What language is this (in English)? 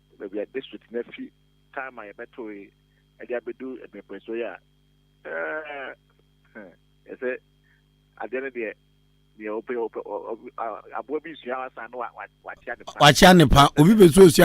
Akan